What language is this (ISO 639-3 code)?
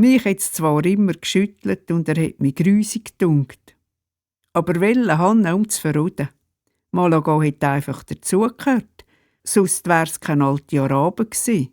gsw